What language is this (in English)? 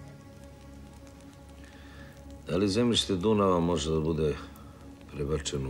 Serbian